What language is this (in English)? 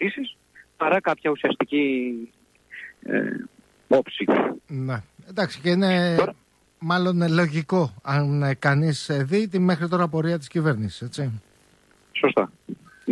Greek